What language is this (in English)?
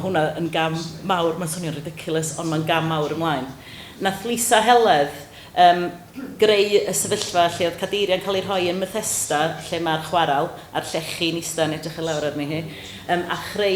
Welsh